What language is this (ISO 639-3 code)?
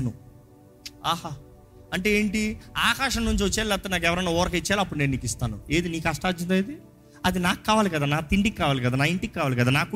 tel